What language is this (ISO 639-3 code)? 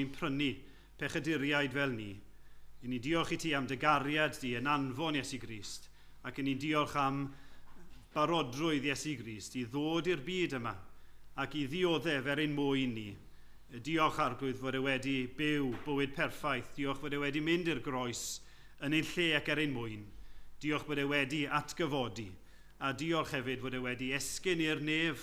cym